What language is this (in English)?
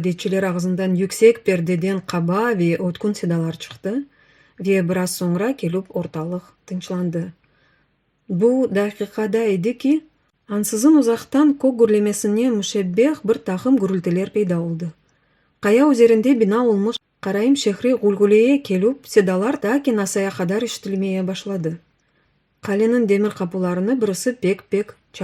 Crimean Tatar